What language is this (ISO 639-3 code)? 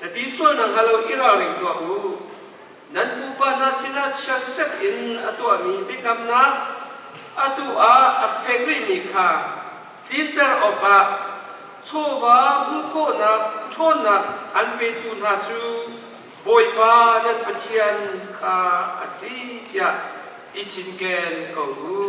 cnh